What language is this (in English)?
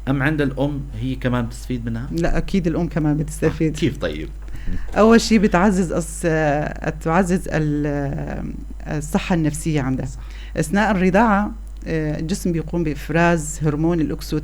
North Levantine Arabic